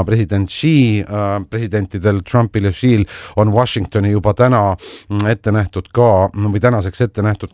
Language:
Estonian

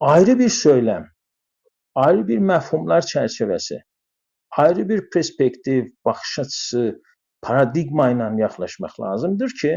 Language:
South Azerbaijani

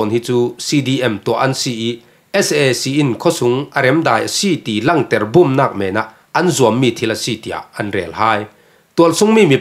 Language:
Falam Chin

